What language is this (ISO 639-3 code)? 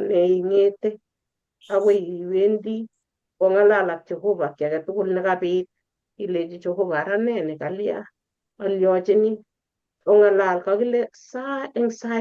kln